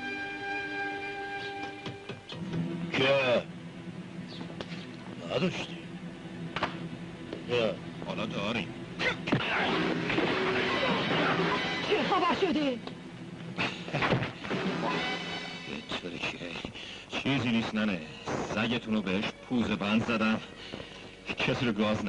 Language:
Persian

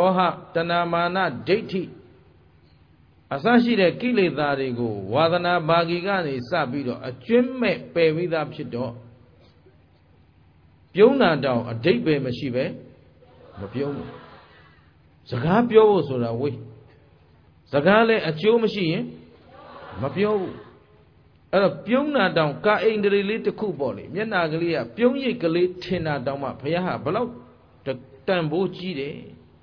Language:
Burmese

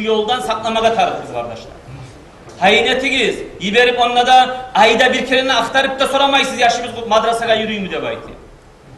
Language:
Kumyk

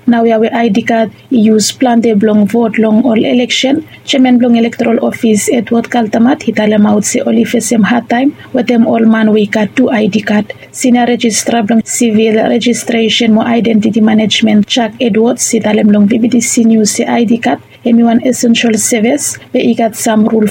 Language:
Bislama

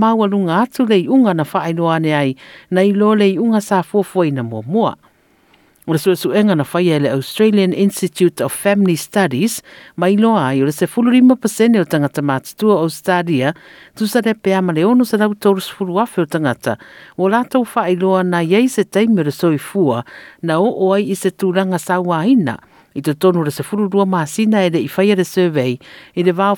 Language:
Samoan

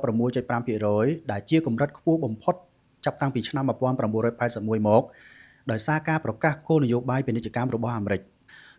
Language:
Khmer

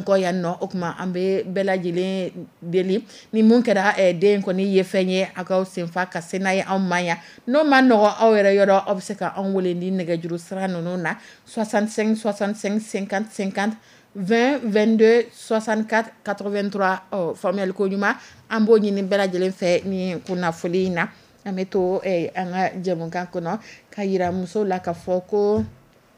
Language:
Dyula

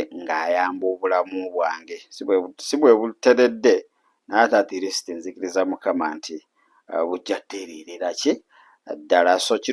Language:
Ganda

